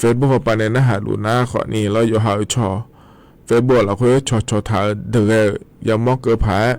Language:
Akha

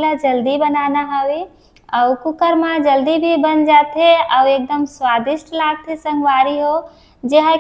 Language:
Chhattisgarhi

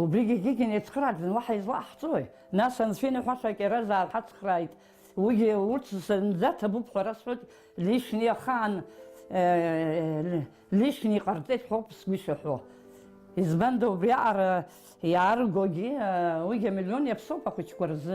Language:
Abkhazian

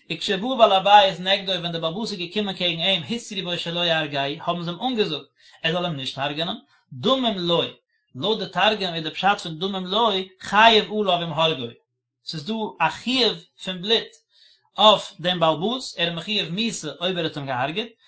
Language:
Yiddish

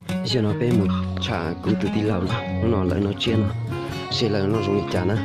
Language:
Hmong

